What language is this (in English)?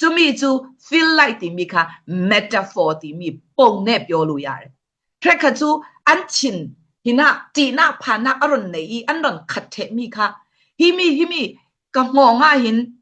Falam Chin